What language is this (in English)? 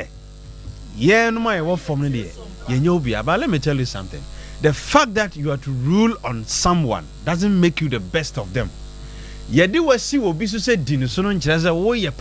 Akan